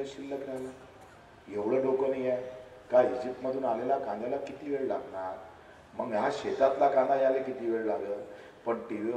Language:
Marathi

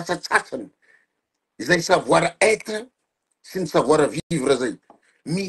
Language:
Malagasy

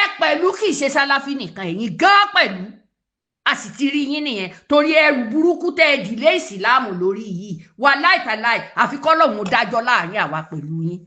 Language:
Yoruba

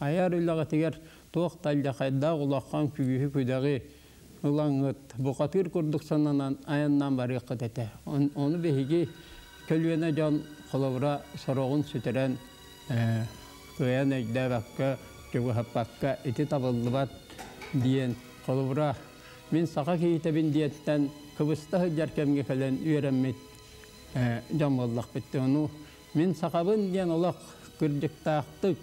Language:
Yakut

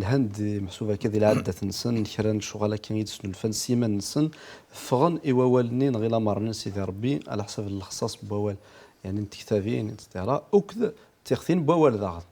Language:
Kabyle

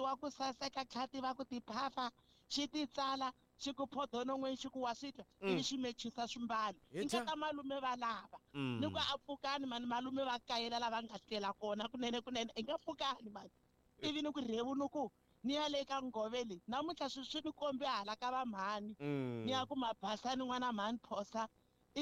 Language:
Tsonga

